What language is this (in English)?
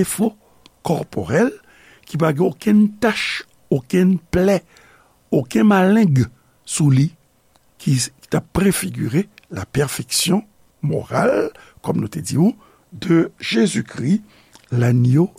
Haitian Creole